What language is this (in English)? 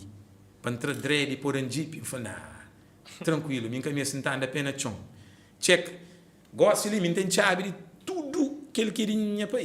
Kabuverdianu